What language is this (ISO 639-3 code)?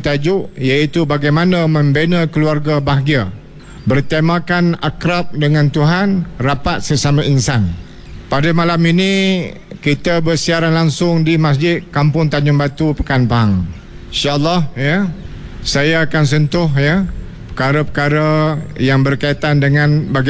msa